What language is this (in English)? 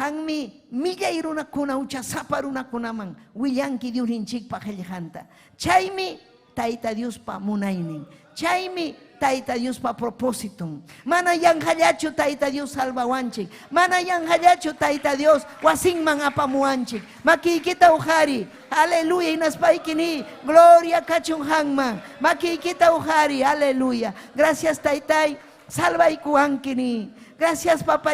Ayacucho Quechua